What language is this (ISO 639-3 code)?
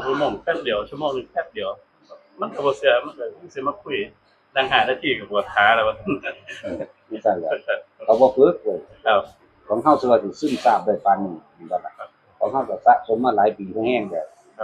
tts